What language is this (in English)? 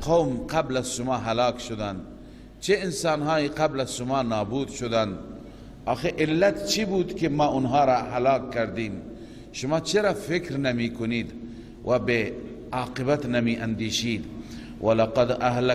Persian